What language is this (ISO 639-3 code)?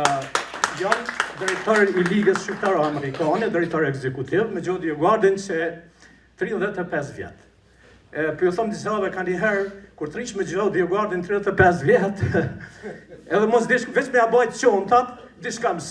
sqi